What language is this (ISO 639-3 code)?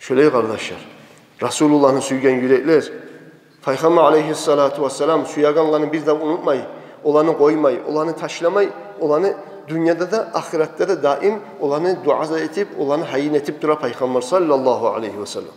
kum